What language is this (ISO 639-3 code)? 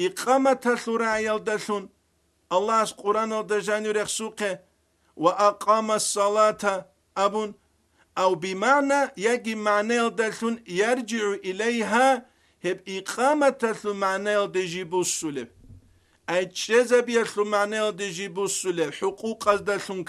ava